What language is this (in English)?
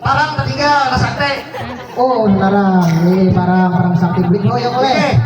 Banjar